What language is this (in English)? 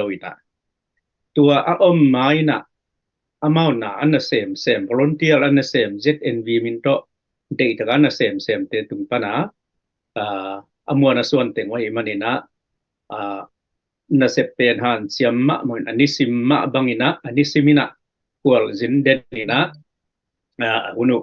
Tedim Chin